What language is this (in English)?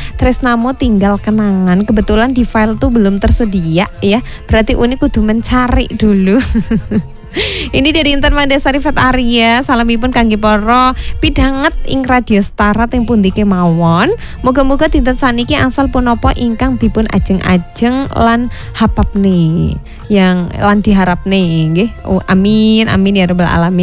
Javanese